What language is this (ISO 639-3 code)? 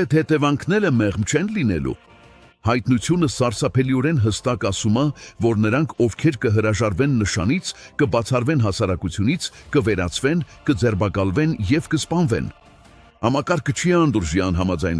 hyw